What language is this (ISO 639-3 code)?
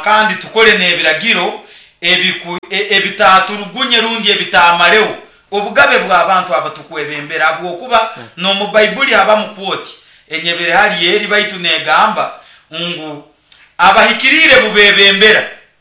nyo